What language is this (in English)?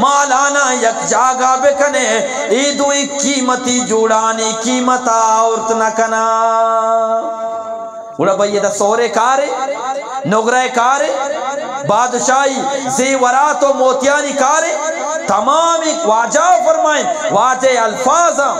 Eastern Balochi